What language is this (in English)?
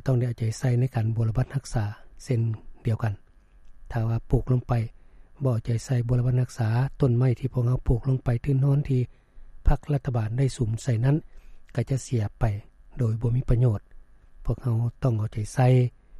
Lao